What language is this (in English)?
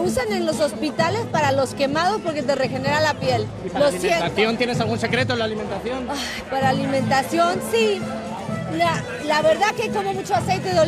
Spanish